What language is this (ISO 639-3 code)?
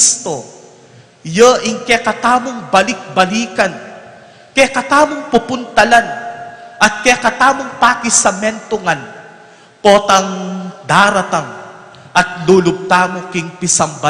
pam